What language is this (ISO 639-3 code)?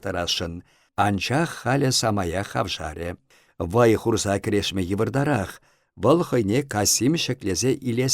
chv